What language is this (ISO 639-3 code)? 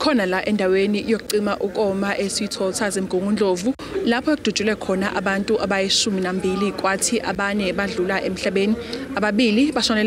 zul